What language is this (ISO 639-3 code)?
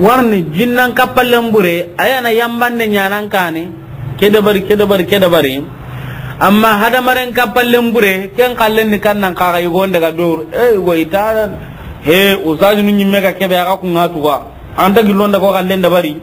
snk